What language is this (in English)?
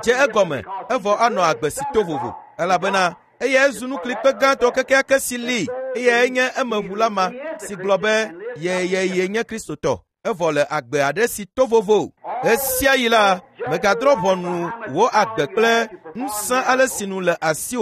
Ewe